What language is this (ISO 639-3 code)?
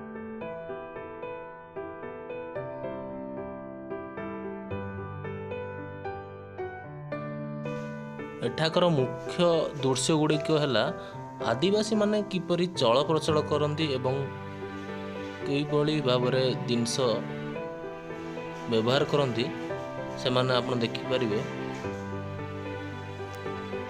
ori